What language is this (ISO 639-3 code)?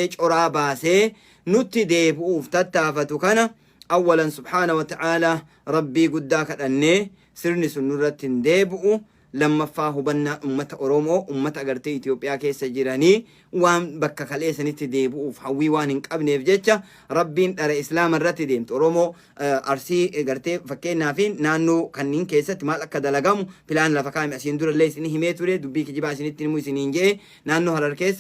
orm